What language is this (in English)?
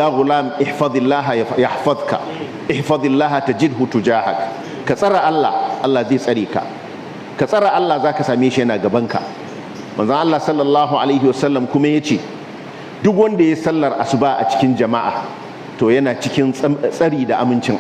Hausa